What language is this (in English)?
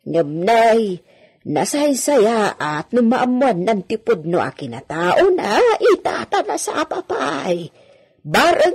Iloko